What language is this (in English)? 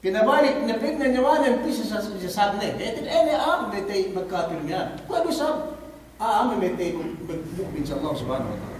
Yakan